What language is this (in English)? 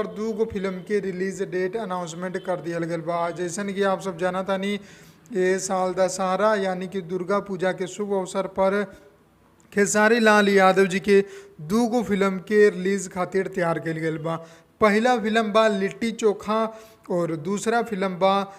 Bhojpuri